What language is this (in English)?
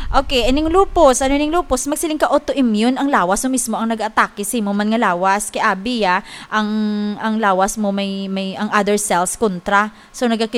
Hiligaynon